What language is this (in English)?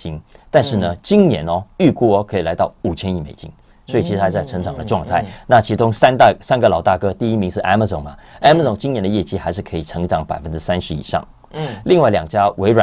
Chinese